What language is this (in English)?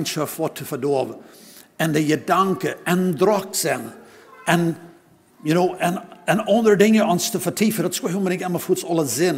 Plautdietsch